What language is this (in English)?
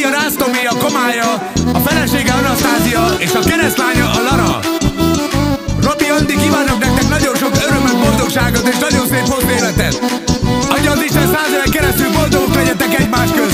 Hungarian